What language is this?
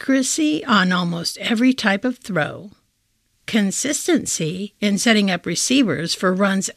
English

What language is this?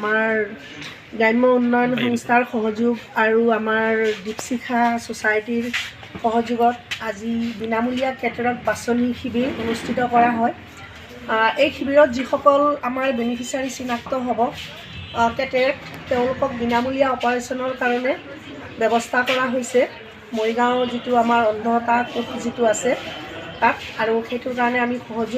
Assamese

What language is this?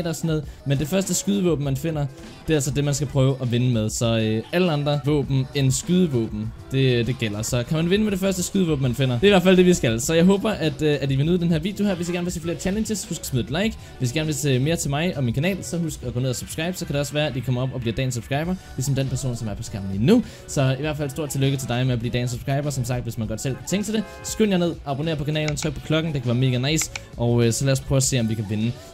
Danish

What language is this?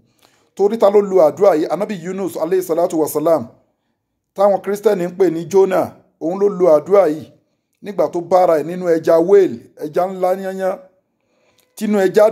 Yoruba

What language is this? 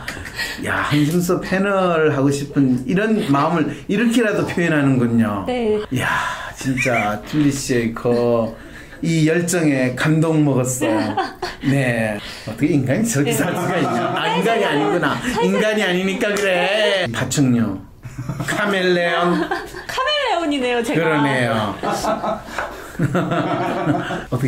Korean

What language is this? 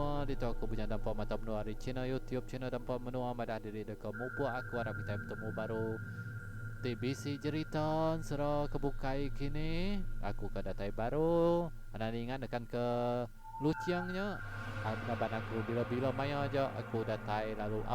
Iban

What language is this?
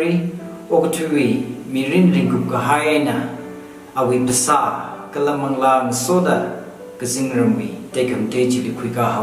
Tangkhul Naga (India)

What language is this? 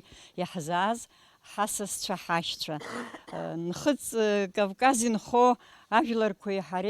Abkhazian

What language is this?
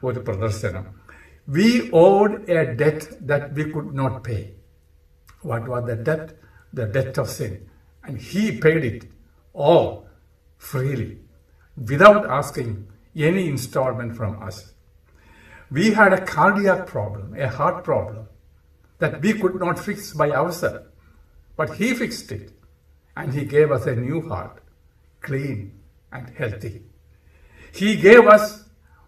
Malayalam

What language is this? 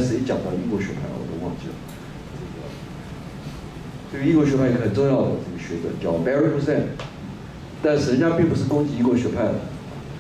Chinese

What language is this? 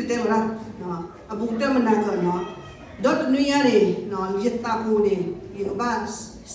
S'gaw Karen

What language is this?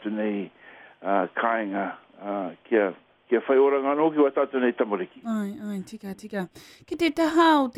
Māori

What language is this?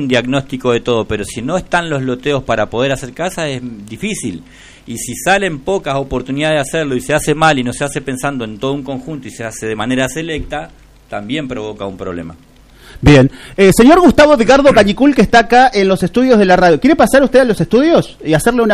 Spanish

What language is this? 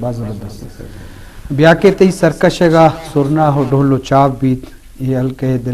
Eastern Balochi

